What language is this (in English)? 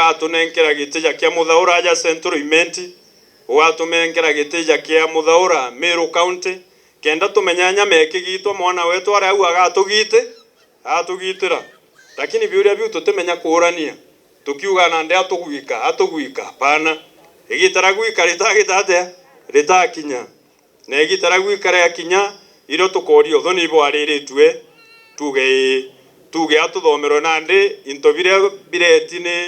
Meru